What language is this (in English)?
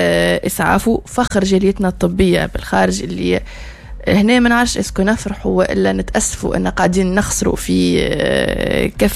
Tunisian Arabic